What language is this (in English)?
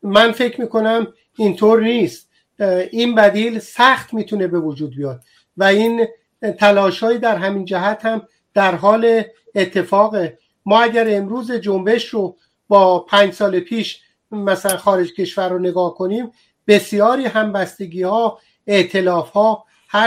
Persian